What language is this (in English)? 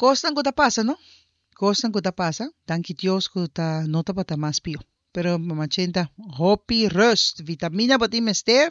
Papiamento